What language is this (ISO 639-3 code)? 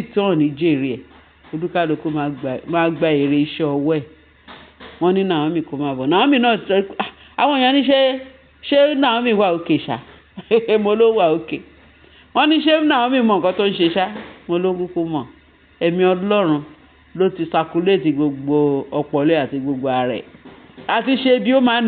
yor